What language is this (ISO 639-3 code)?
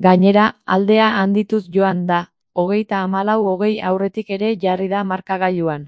eus